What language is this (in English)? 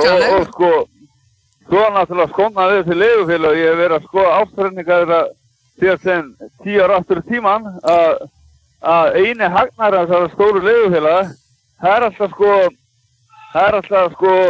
Icelandic